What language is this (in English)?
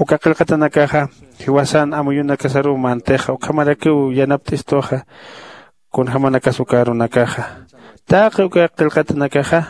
Aymara